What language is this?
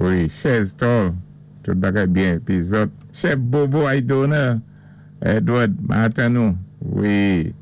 Saint Lucian Creole French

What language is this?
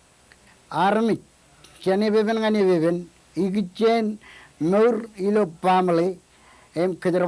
Marshallese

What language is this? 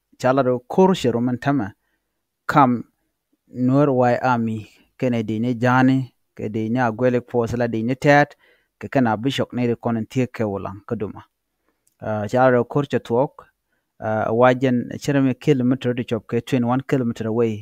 Nuer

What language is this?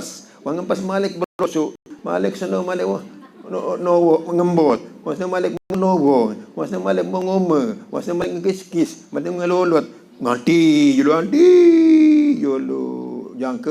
Sasak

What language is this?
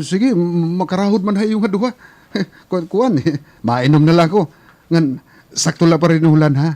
Waray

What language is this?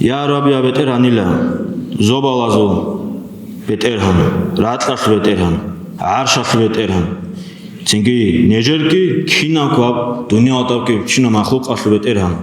Avaric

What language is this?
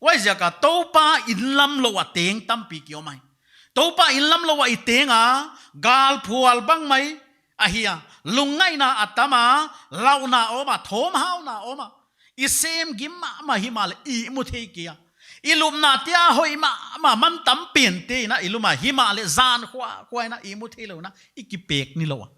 Paite Chin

